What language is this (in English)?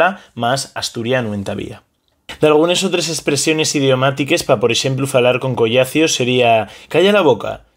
Asturian